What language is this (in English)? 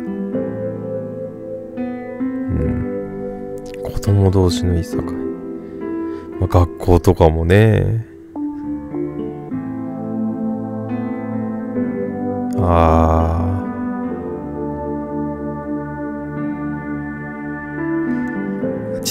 Japanese